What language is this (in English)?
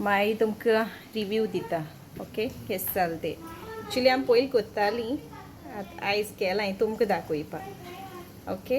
Konkani